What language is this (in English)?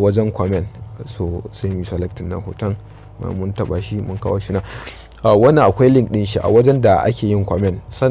Hausa